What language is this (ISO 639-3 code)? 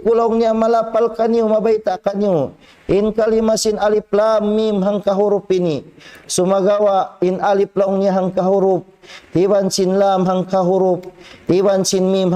tsg